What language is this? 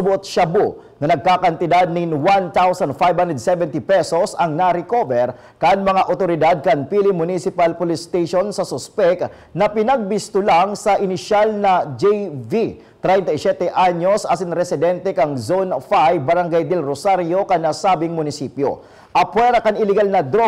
Bikol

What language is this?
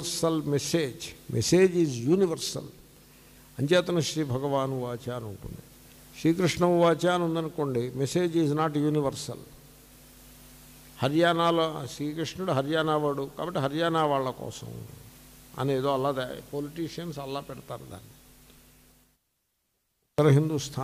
Telugu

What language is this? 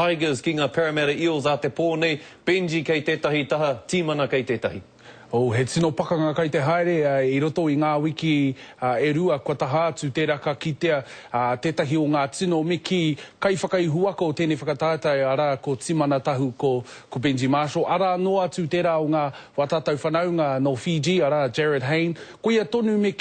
Māori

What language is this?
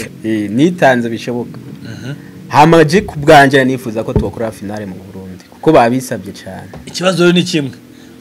Kinyarwanda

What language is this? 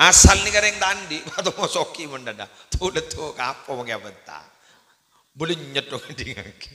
Madurese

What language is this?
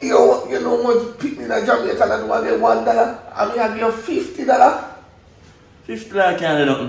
Jamaican Creole English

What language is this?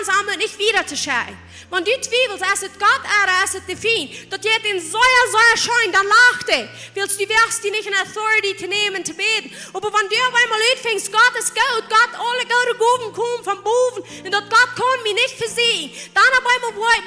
Plautdietsch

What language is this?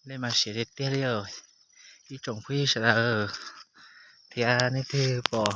Hmong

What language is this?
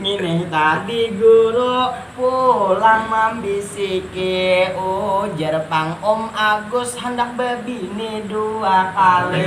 Banjar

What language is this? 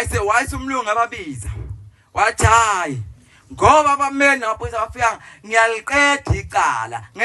Zulu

